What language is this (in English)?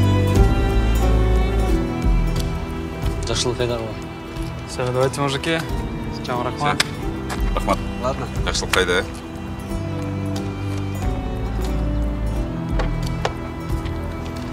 Kyrgyz